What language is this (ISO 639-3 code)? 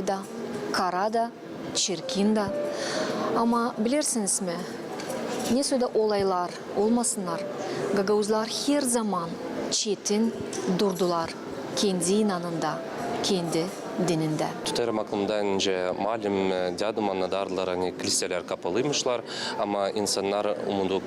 gag